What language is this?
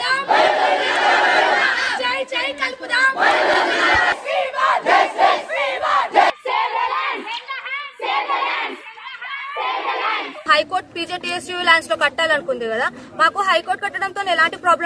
Telugu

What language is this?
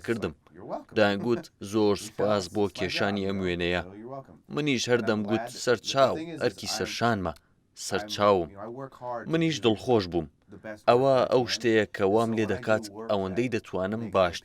Central Kurdish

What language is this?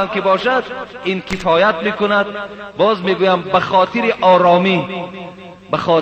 Persian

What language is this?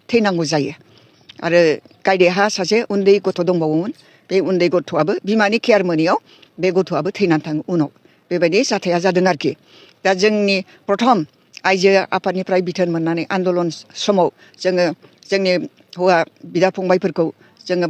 Bodo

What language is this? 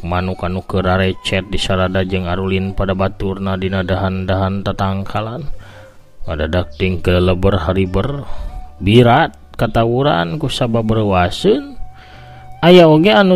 Sundanese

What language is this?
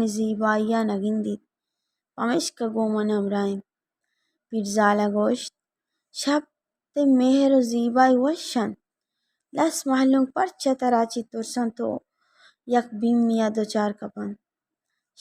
Baluchi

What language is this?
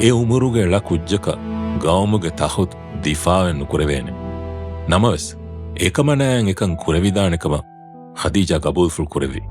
Divehi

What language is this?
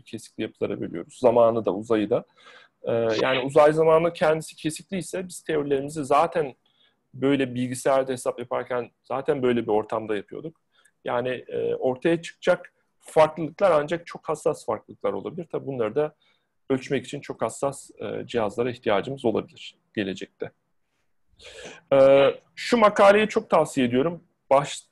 Turkish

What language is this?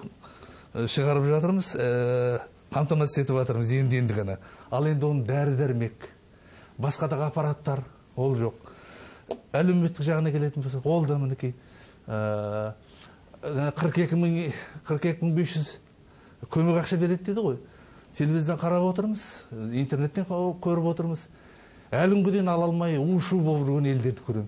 Kazakh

